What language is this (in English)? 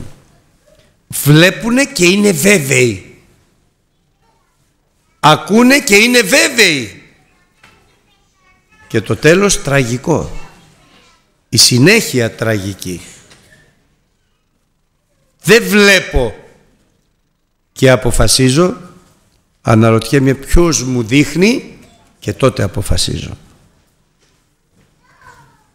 Greek